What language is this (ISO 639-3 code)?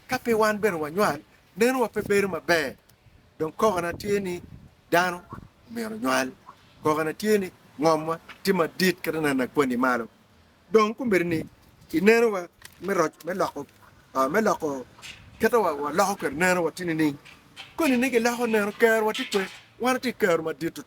ach